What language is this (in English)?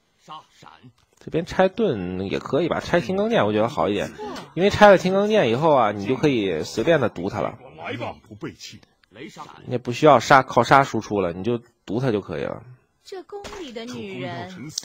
Chinese